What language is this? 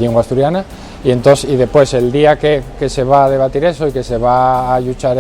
Asturian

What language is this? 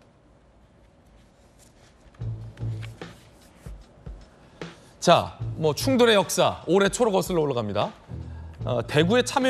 Korean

